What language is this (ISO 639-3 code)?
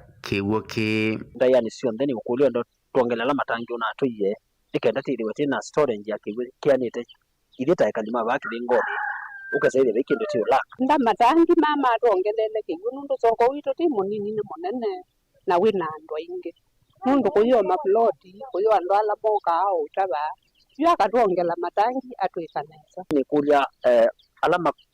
kam